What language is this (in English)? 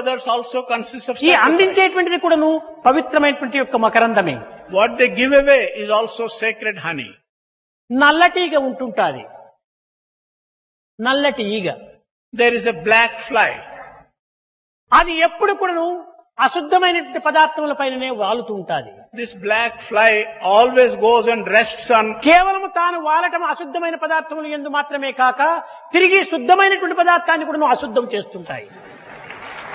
Telugu